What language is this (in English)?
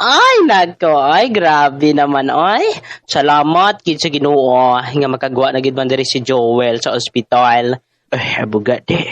Hiligaynon